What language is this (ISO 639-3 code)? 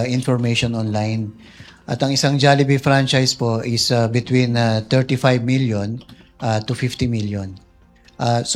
fil